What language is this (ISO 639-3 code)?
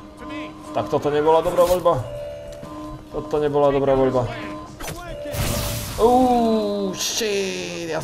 slk